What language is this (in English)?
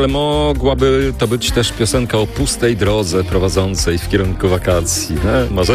Polish